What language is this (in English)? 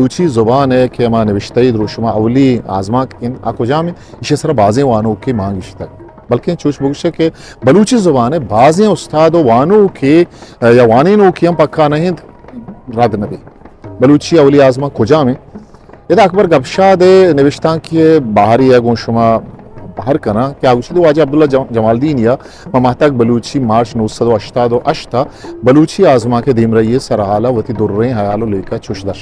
Eastern Balochi